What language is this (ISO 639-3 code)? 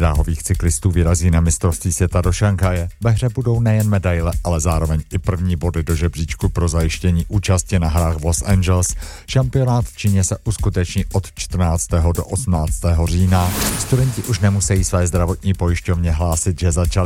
ces